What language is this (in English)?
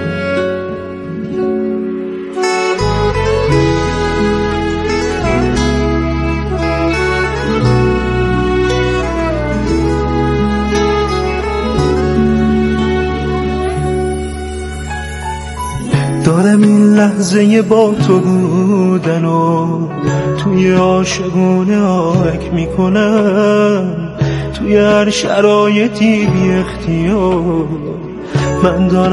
Persian